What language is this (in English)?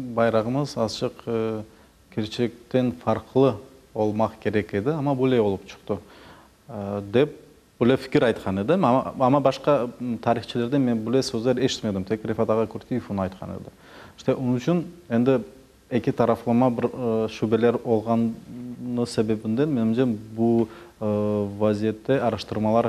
Crimean Tatar